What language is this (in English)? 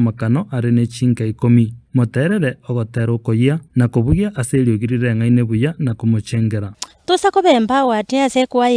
Gusii